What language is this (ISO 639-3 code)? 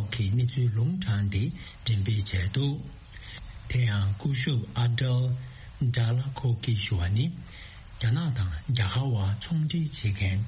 bod